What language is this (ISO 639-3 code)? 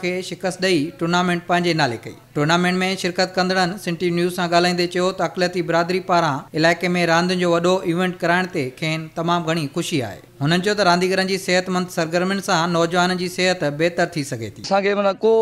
snd